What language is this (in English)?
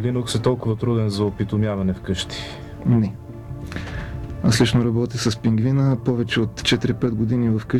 Bulgarian